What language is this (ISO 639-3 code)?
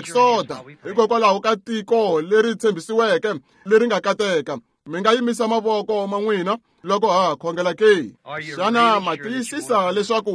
tso